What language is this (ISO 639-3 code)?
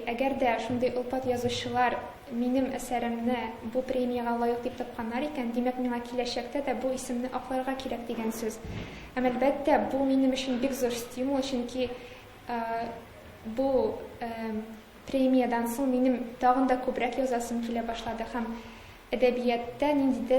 tat